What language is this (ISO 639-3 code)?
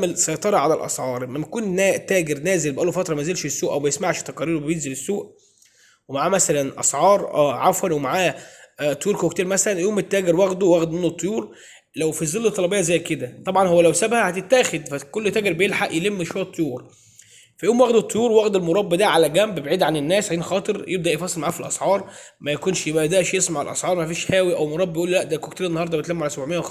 arz